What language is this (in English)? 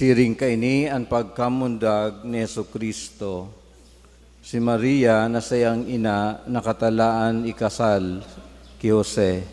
Bikol